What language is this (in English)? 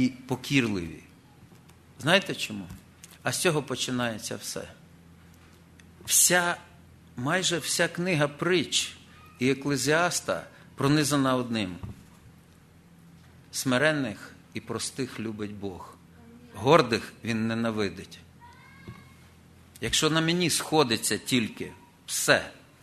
Ukrainian